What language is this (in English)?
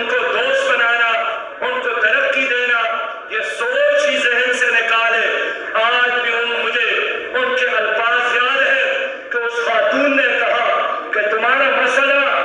Urdu